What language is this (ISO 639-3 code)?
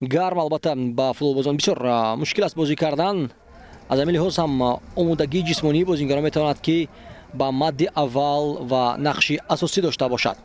tgk